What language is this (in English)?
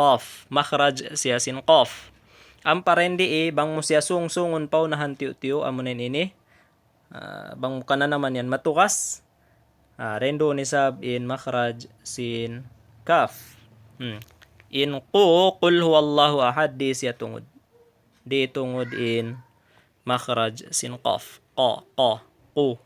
Tausug